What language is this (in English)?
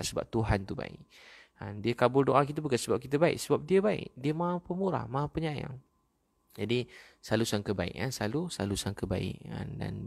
Malay